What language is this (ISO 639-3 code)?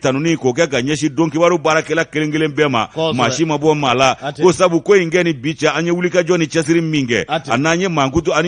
bam